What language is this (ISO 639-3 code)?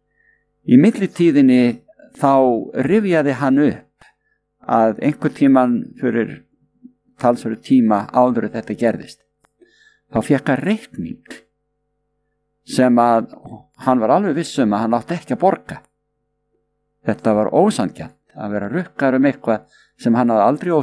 isl